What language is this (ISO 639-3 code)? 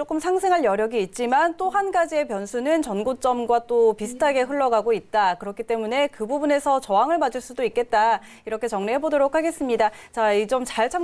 kor